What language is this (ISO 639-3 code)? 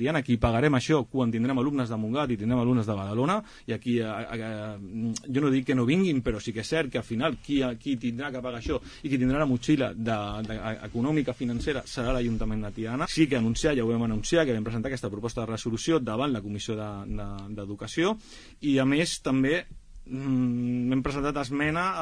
cat